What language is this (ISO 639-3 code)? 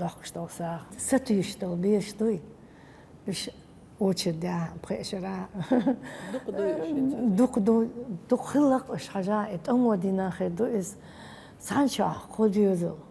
che